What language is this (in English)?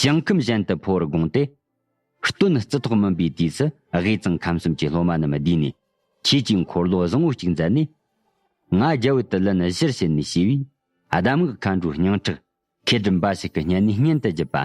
Tibetan